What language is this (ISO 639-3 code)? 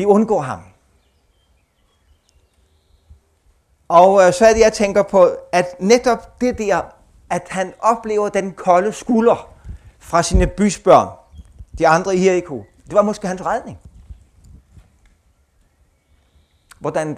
dan